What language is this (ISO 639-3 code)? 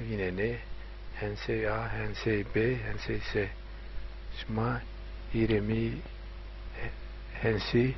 zza